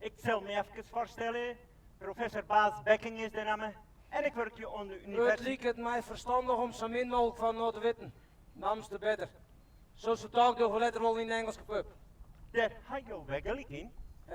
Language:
Western Frisian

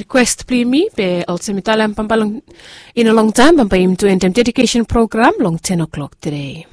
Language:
Bislama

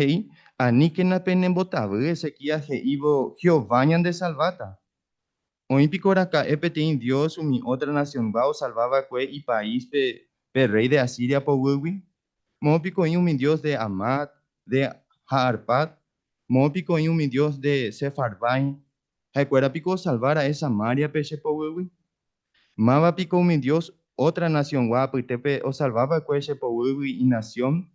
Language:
Guarani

